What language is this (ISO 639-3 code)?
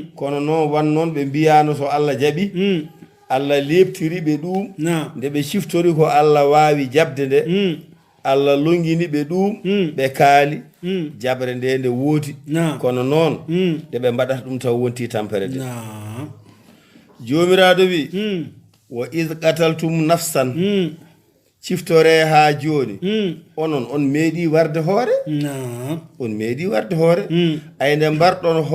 ful